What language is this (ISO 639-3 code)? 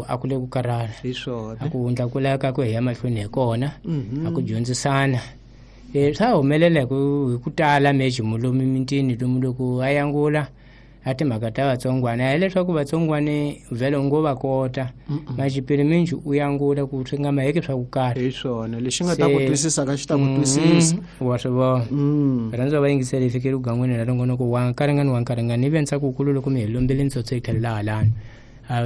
tso